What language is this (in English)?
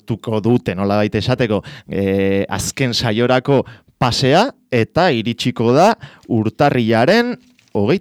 Basque